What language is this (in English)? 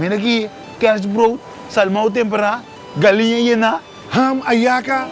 Papiamento